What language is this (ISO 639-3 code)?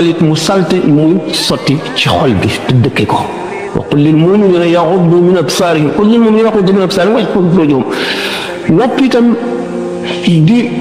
wol